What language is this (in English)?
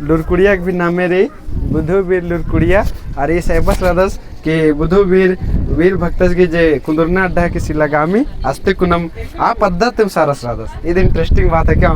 Kurukh